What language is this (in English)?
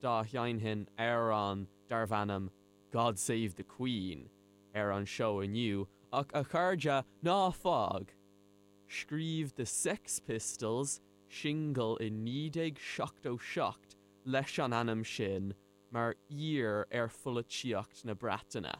Irish